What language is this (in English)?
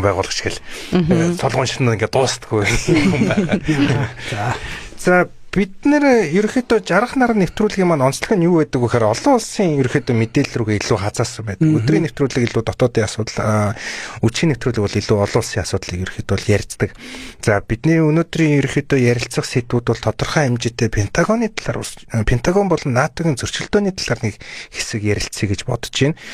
Mongolian